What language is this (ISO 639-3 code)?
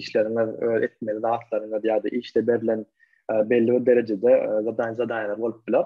tuk